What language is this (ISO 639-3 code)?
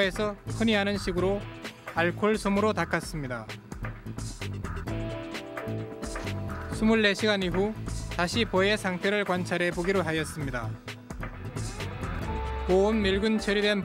kor